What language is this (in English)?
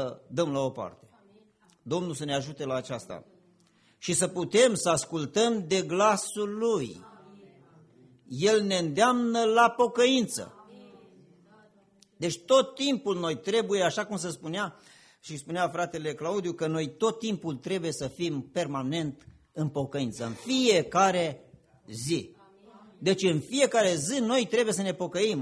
Romanian